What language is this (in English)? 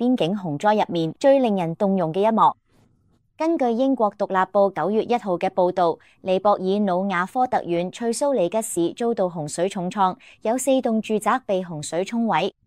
Cantonese